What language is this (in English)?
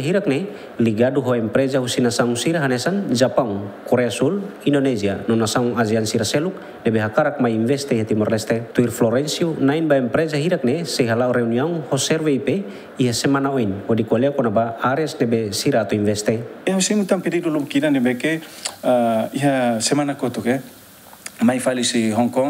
Tetum